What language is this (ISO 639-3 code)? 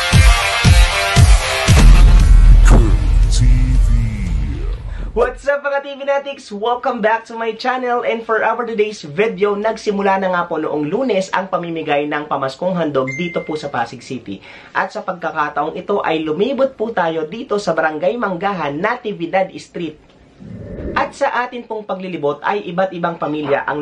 fil